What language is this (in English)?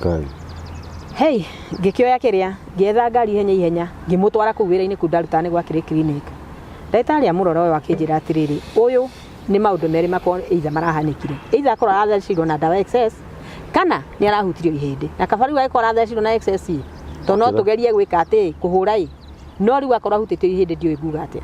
Kikuyu